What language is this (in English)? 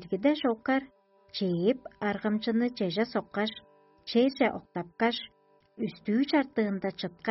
Tuvinian